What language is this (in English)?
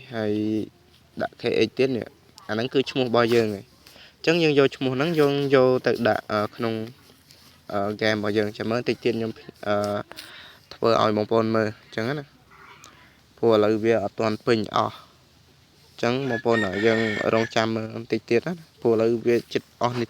Khmer